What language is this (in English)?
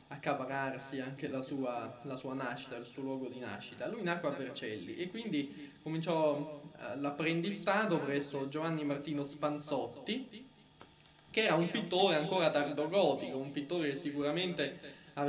Italian